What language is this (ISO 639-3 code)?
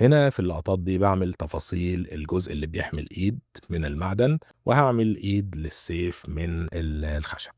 arz